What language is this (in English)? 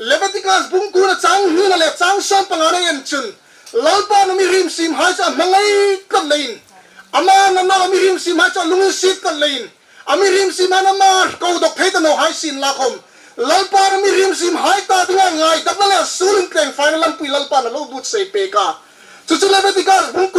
Hmar